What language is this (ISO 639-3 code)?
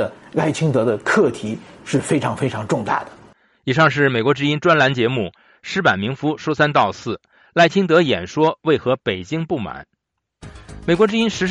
zho